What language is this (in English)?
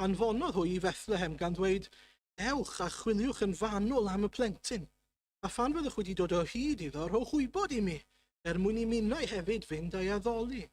Welsh